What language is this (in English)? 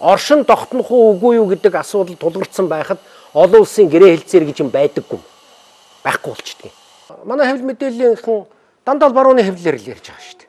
Mongolian